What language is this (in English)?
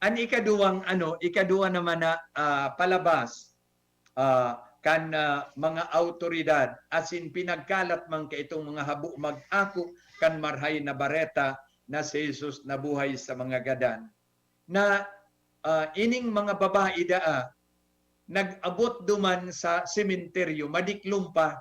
Bikol